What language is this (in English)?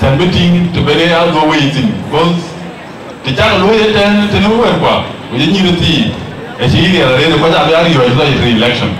Dinka